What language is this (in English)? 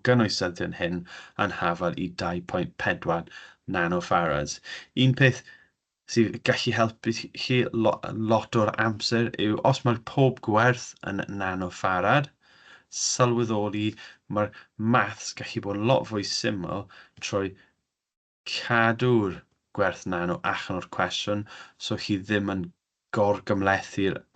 Welsh